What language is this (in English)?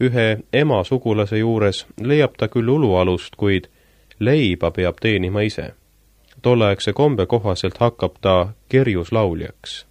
Estonian